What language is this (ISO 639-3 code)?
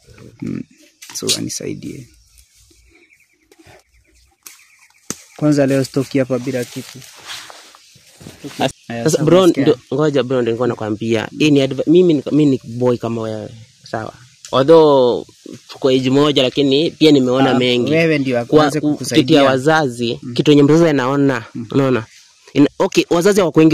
swa